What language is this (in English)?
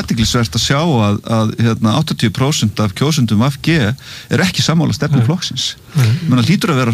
Icelandic